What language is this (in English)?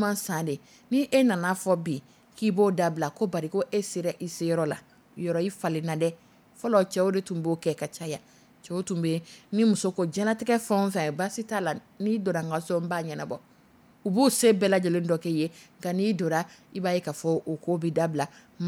Dyula